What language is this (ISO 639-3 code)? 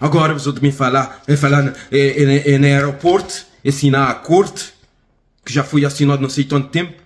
kea